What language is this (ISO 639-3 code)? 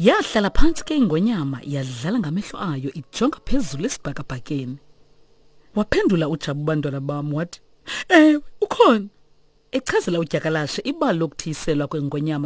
xho